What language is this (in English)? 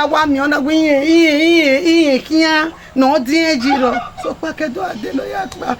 Bini